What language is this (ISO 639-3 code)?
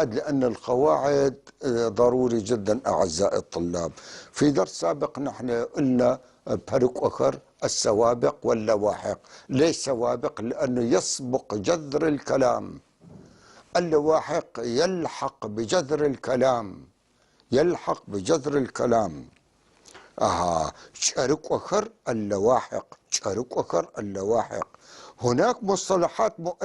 apc